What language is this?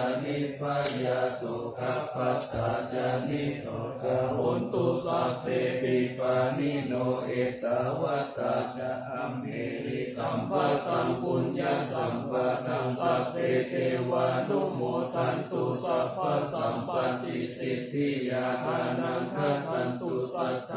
Pali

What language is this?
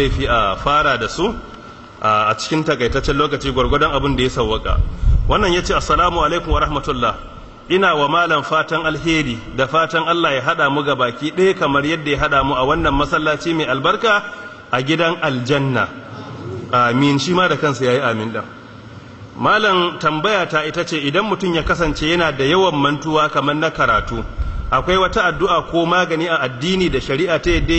Hausa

